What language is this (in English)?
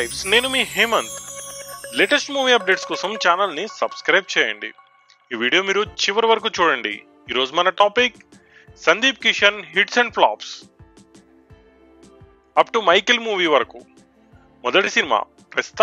Telugu